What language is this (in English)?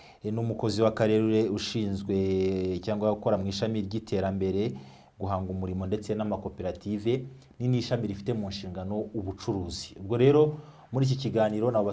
Kinyarwanda